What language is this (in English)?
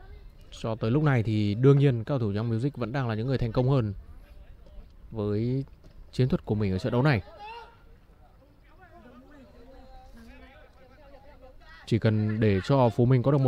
Vietnamese